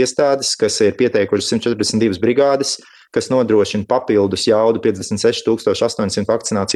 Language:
Latvian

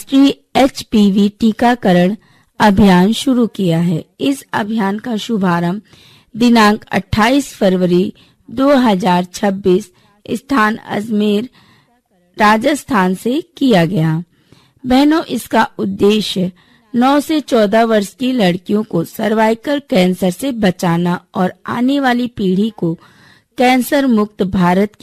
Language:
Hindi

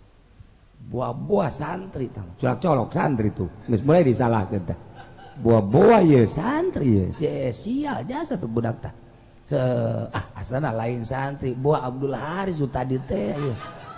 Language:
Sundanese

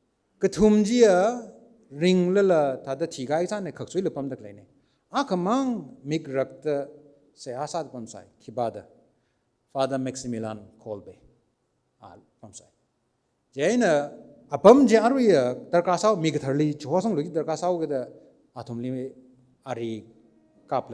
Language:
Tangkhul Naga (India)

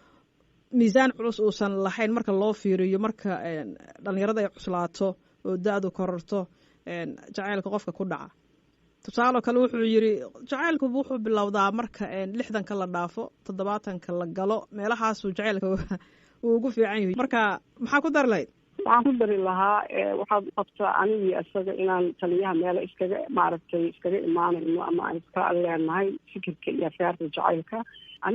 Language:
Somali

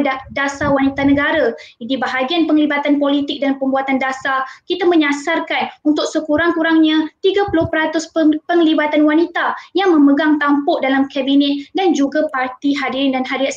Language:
Malay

